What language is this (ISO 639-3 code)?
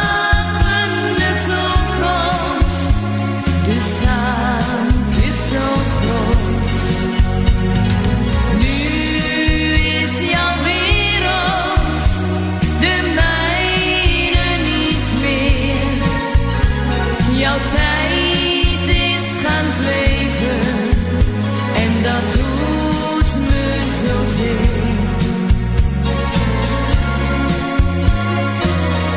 nld